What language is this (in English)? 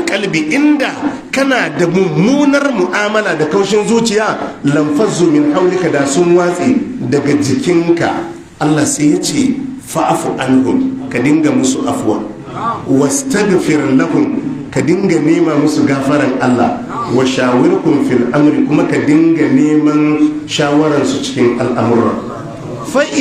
Hausa